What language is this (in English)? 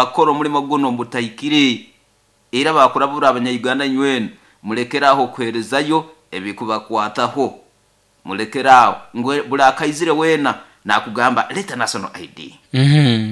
Nyoro